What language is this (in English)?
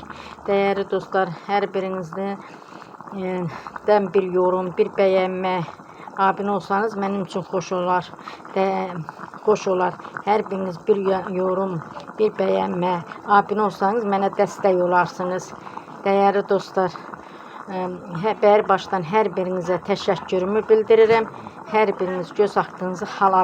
Azerbaijani